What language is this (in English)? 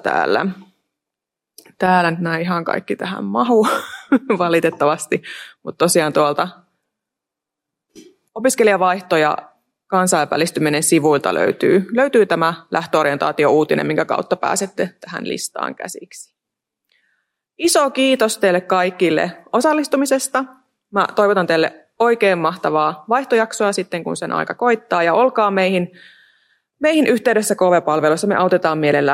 Finnish